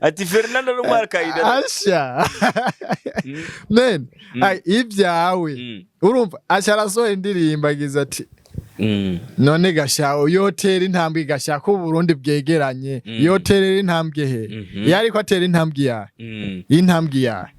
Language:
Rundi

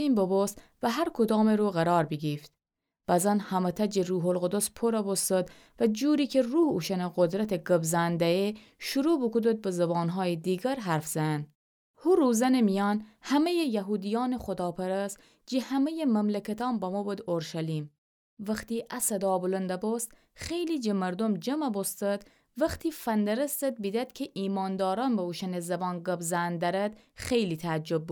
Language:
Gilaki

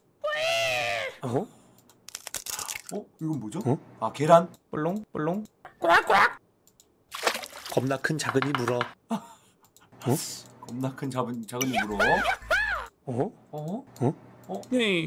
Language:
Korean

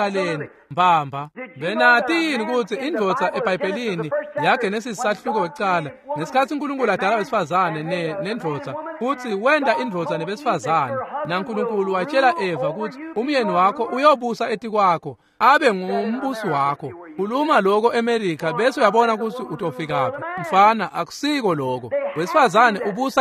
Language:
Swati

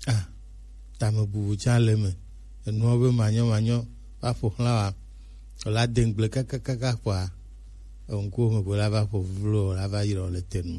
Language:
Gen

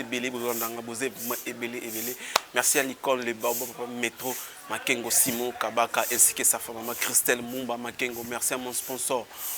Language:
Lingala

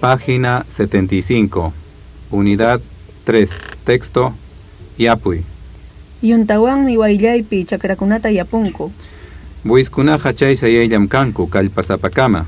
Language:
Ayacucho Quechua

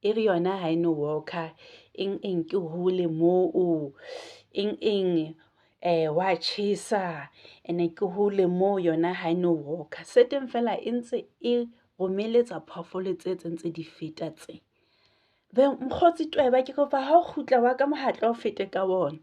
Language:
Southern Sotho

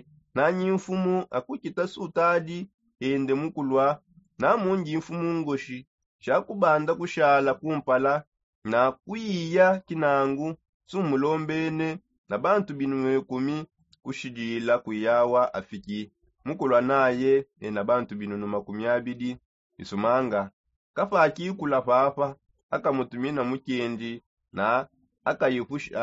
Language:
Songe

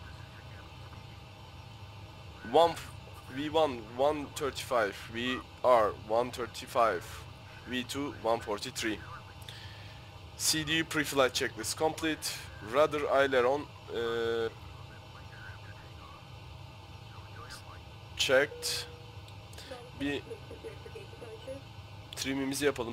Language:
Turkish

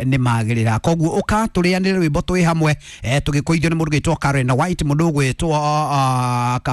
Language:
Kikuyu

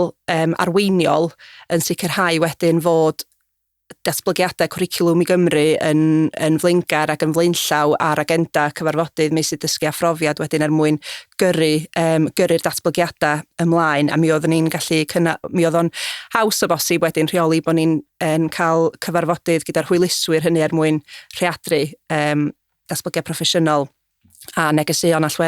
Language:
Welsh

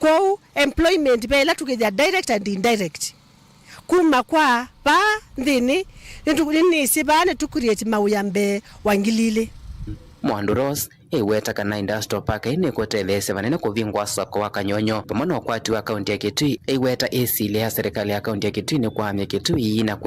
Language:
Kamba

